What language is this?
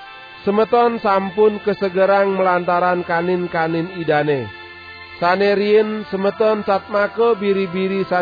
Balinese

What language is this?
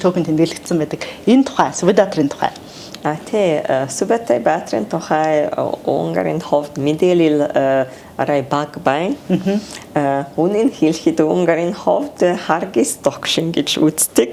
Mongolian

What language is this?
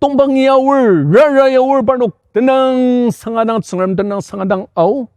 Ao Naga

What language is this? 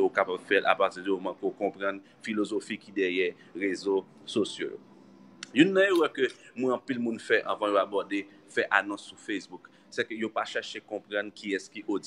Haitian Creole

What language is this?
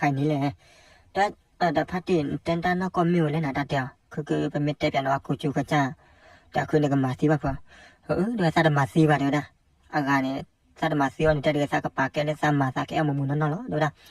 S'gaw Karen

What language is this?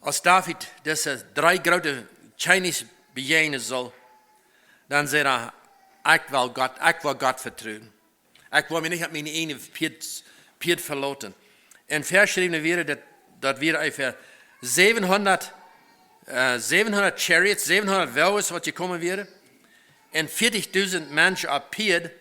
Plautdietsch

